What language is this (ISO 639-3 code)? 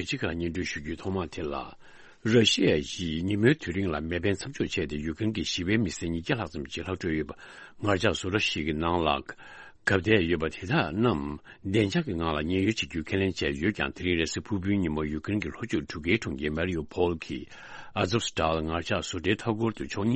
bod